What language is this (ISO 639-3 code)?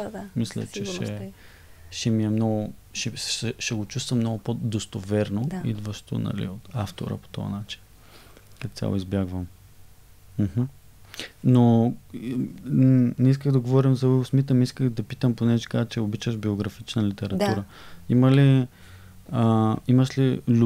bul